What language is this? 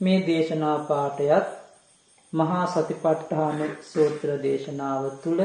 Sinhala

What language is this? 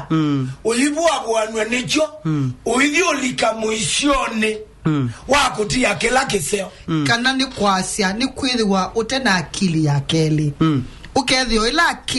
Kamba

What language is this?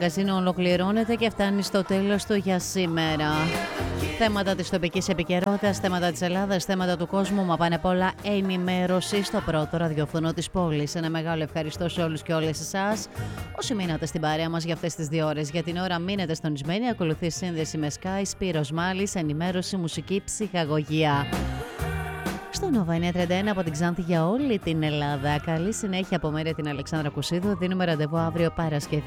Greek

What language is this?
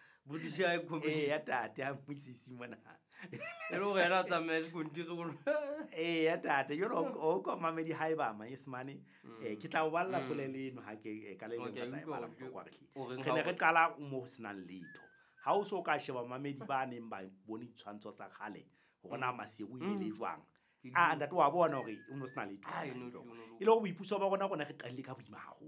Southern Sotho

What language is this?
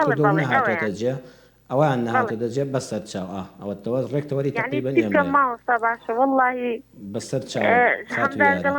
Central Kurdish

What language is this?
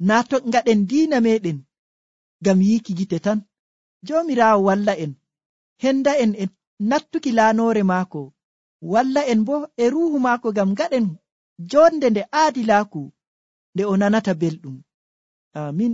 Nigerian Fulfulde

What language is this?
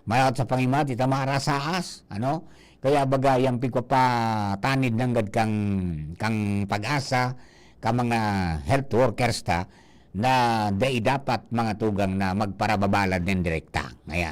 Bikol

